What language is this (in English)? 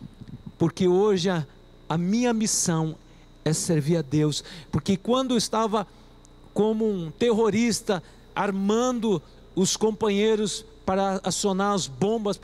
Portuguese